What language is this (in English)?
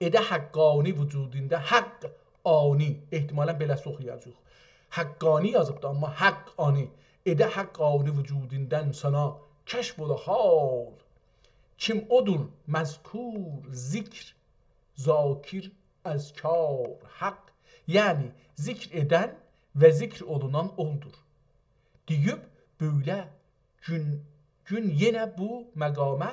South Azerbaijani